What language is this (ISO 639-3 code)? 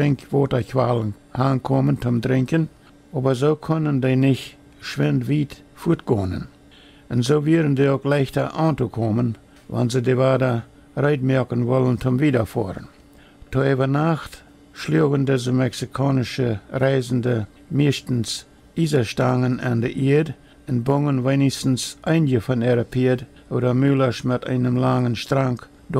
pdt